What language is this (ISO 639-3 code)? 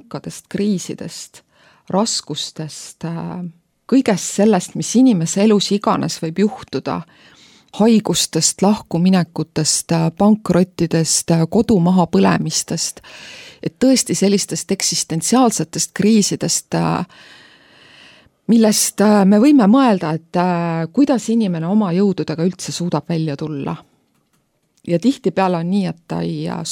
est